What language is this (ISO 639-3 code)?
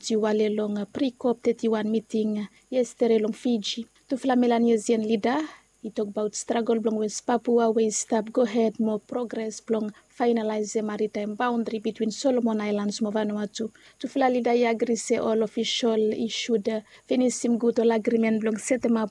bis